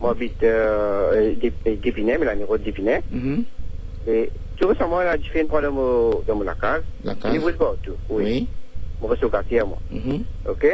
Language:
Morisyen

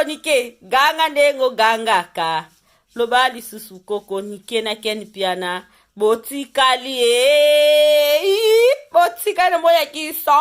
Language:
Lingala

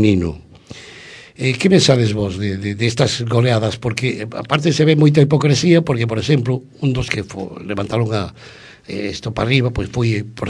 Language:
Galician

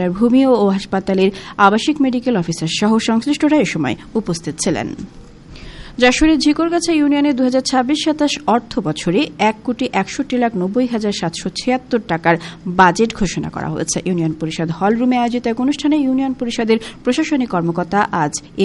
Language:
Bangla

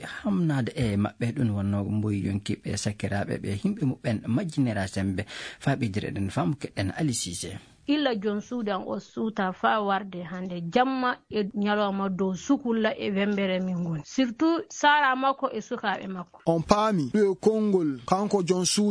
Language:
Fula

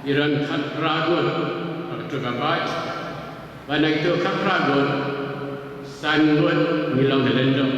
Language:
Khasi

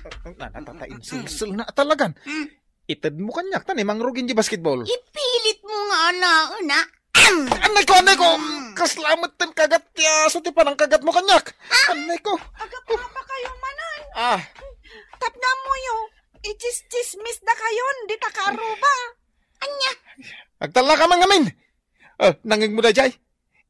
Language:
Iloko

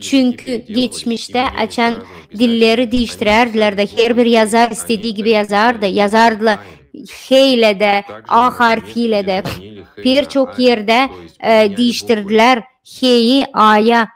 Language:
Gagauz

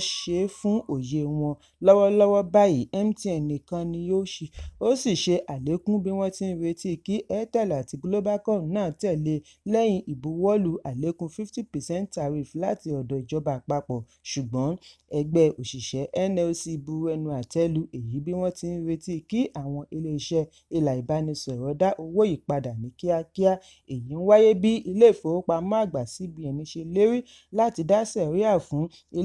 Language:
Yoruba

